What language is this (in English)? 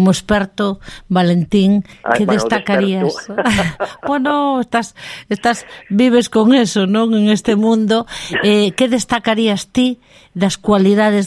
Galician